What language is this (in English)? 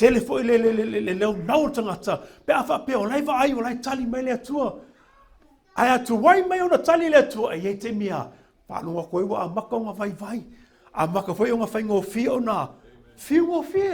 Samoan